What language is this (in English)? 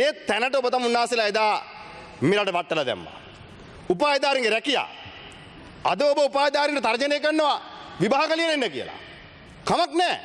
Sinhala